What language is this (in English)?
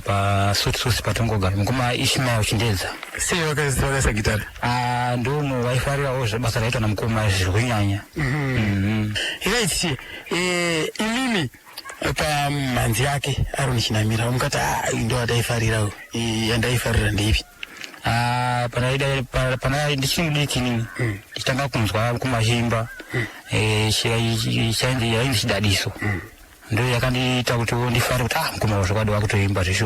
Shona